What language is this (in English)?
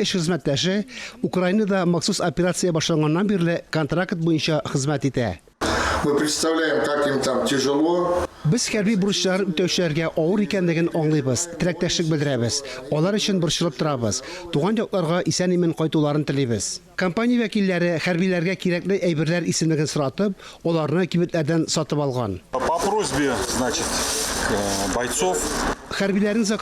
Tatar